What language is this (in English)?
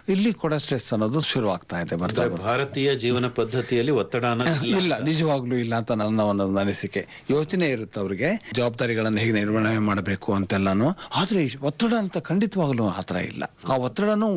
Kannada